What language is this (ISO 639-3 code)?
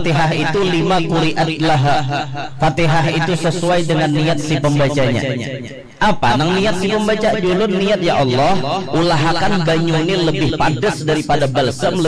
bjn